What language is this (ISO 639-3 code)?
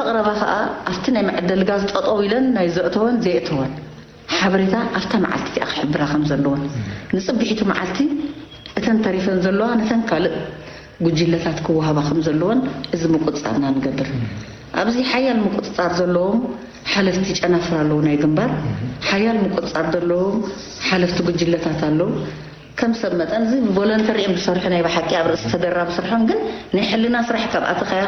tir